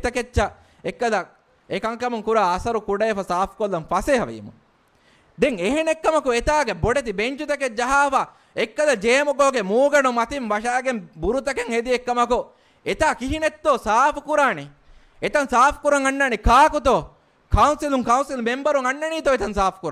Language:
Divehi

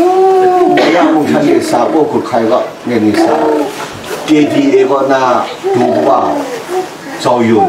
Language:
Kachin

